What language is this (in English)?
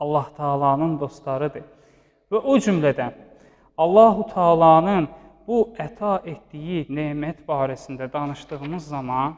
Azerbaijani